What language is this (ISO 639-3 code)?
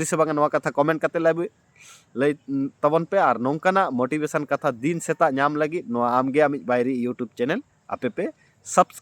sat